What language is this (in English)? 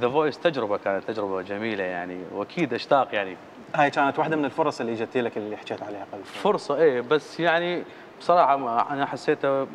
Mesopotamian Arabic